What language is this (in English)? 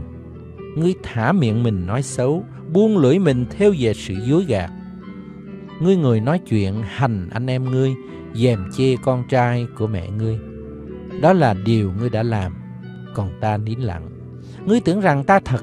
Vietnamese